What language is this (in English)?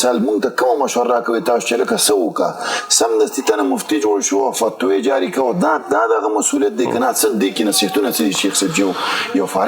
Pashto